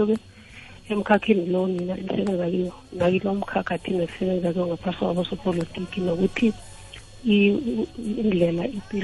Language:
South Ndebele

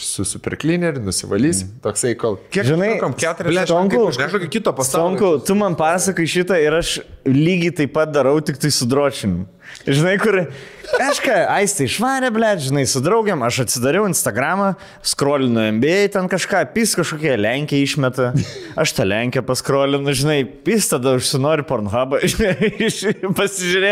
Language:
Lithuanian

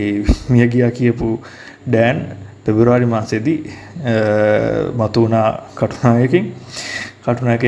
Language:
Sinhala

